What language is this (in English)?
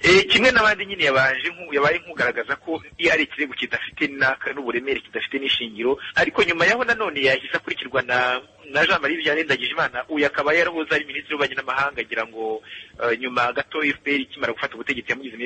Kinyarwanda